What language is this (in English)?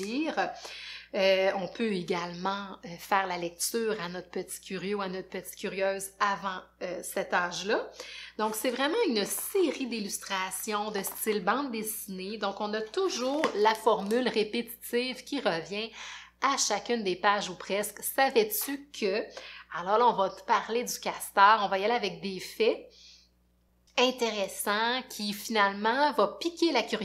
French